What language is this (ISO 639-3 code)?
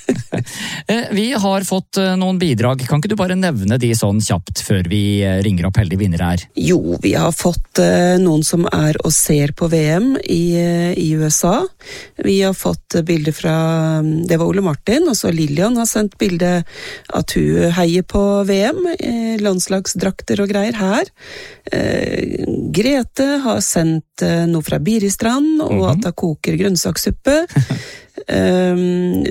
nor